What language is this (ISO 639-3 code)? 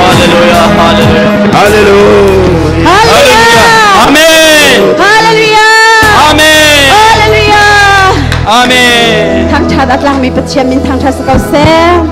cnh